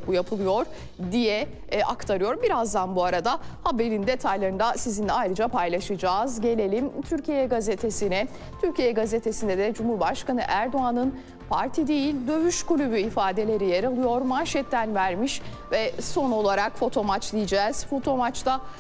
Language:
Turkish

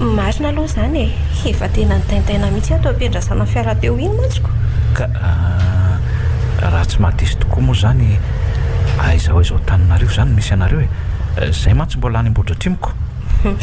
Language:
Malagasy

